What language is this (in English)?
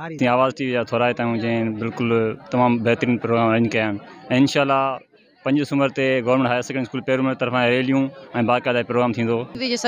Sindhi